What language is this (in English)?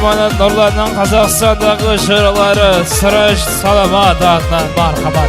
Kara-Kalpak